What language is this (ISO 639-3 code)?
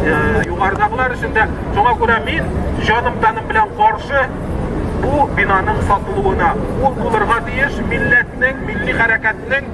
tat